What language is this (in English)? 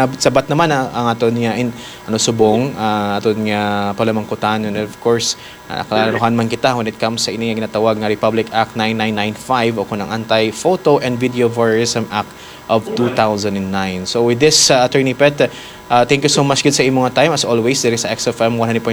Hiligaynon